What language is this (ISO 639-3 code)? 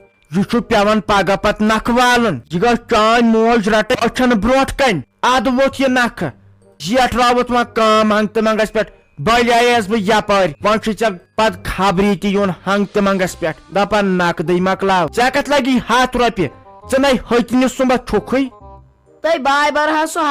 kas